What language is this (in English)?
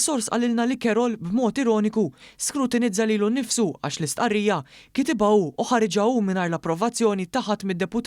Maltese